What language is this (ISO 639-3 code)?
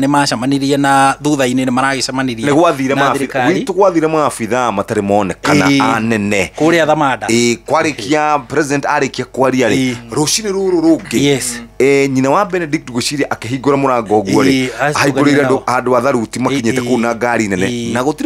kik